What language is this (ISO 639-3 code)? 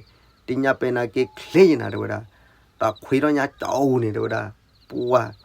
ksw